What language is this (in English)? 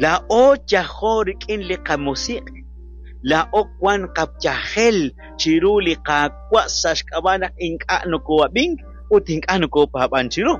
Kekchí